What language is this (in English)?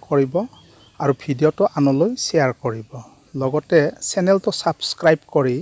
Assamese